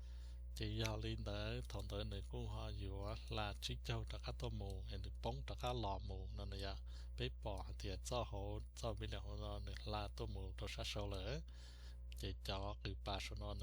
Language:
Hmong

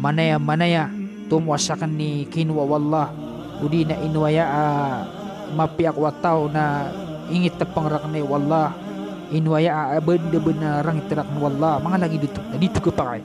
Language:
Maranao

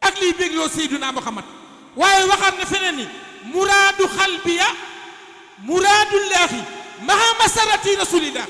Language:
Wolof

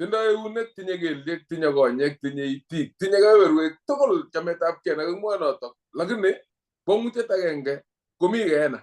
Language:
Kalenjin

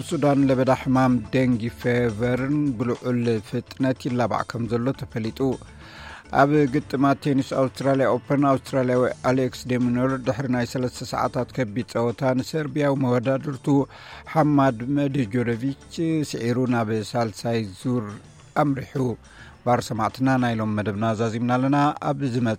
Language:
Tigrinya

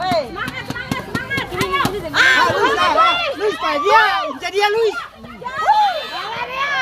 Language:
Ambonese Malay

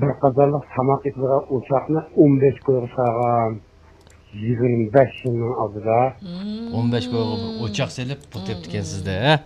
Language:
Uyghur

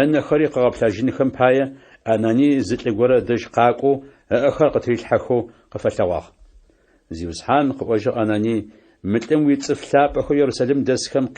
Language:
Adyghe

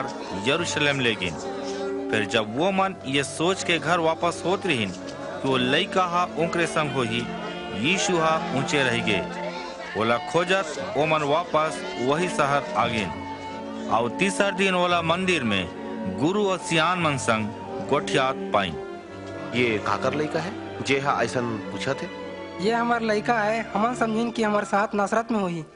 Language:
Chhattisgarhi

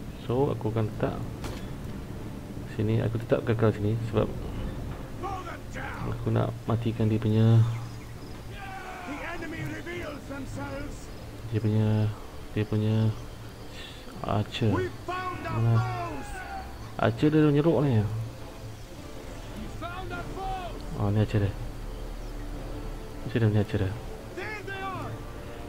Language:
Malay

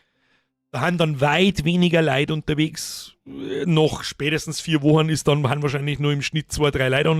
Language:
Bavarian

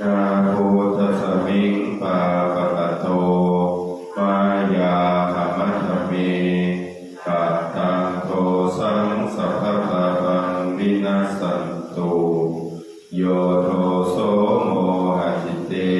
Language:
Pali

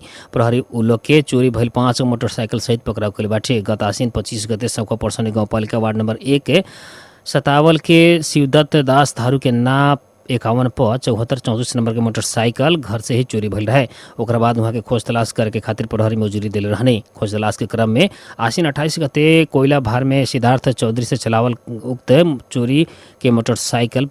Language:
Bhojpuri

